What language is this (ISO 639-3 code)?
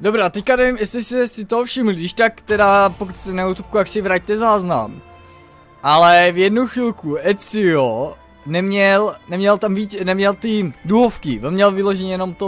ces